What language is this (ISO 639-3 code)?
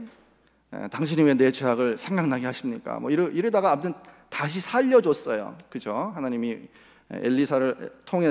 kor